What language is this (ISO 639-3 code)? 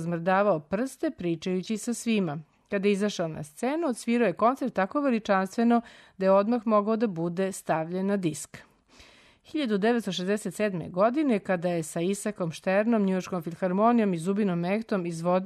srp